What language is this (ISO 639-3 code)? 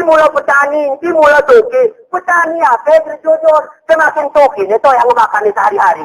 gay